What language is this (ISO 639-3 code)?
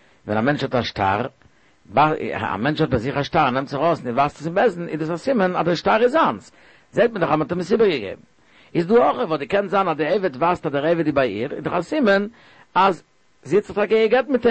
yid